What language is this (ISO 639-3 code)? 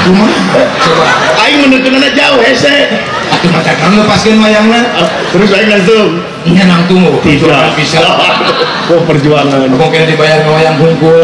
sun